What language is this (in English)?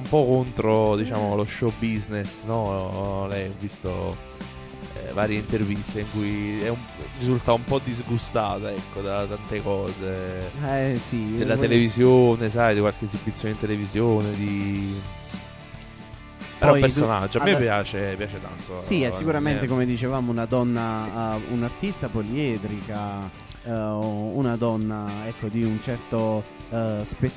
Italian